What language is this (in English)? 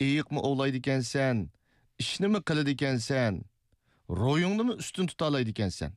Uyghur